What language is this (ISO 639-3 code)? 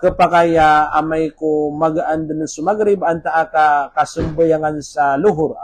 mrw